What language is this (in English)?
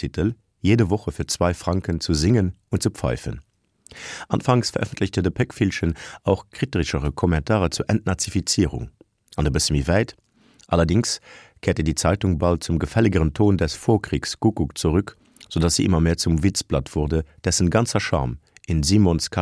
Luxembourgish